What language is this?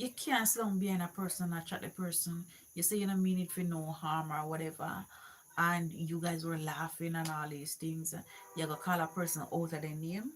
Jamaican Creole English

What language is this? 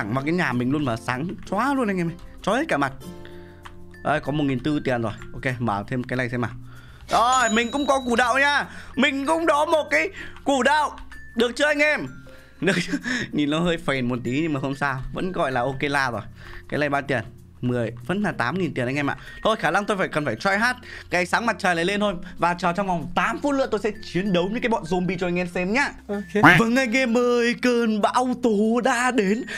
Vietnamese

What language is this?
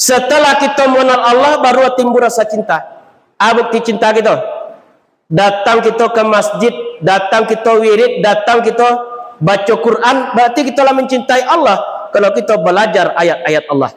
Minangkabau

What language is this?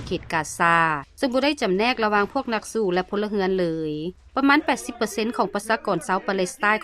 Lao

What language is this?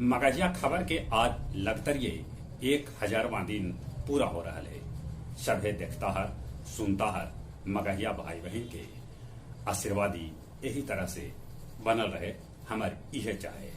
Magahi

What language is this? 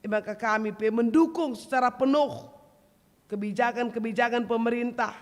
Batak Karo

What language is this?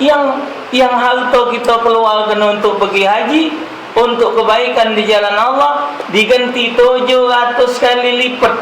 Musi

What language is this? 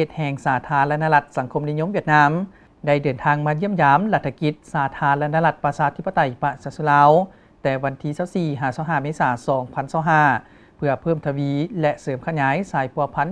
Lao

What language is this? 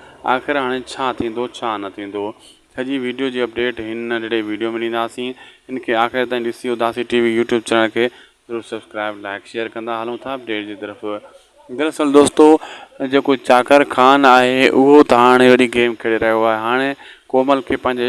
Sindhi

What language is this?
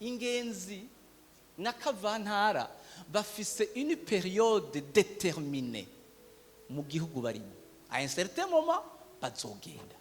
Rundi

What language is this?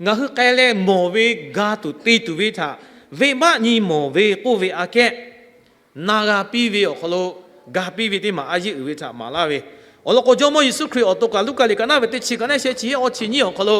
Lahu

